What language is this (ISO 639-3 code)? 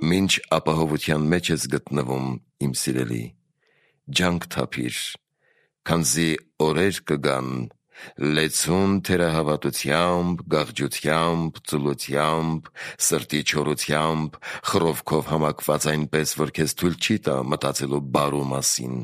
hye